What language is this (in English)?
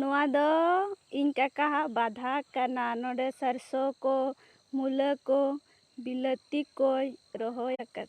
Santali